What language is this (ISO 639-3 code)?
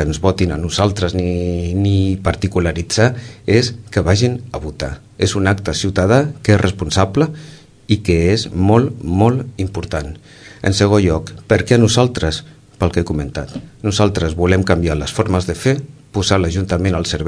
cat